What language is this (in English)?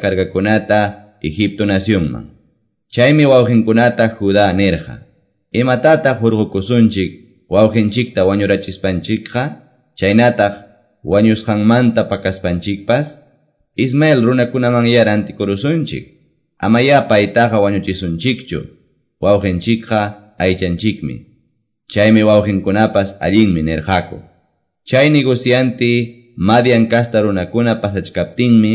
Quechua